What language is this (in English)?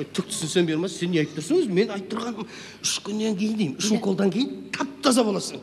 Kazakh